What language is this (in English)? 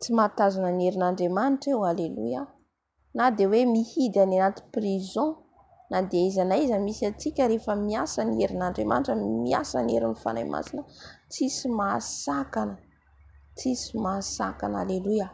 Malagasy